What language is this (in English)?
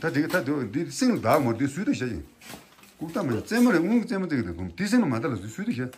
Tibetan